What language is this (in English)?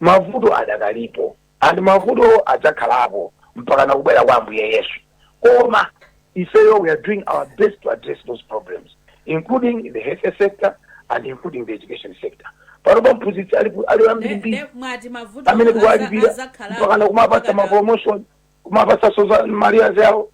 Nyanja